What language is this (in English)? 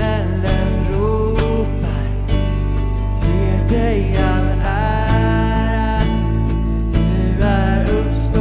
Swedish